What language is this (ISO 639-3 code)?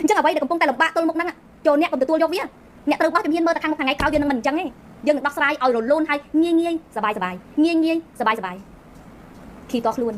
khm